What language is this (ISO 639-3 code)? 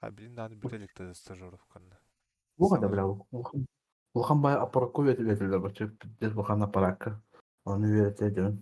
sah